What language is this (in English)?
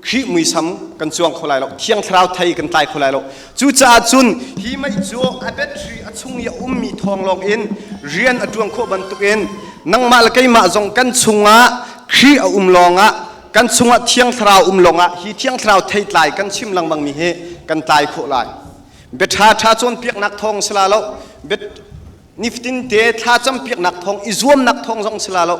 Hakha Chin